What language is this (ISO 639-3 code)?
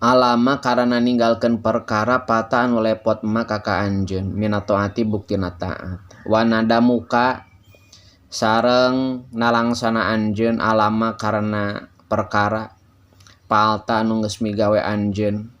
sun